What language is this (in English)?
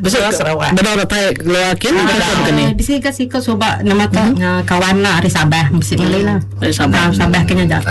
Iban